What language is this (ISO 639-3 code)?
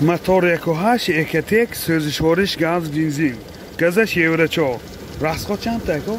tgk